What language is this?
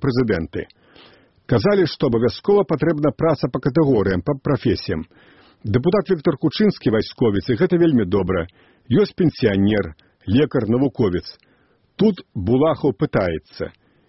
Belarusian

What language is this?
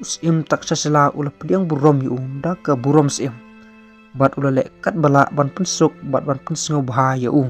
Khasi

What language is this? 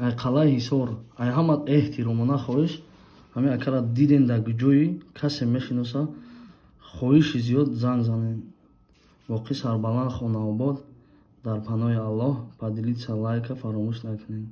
Tajik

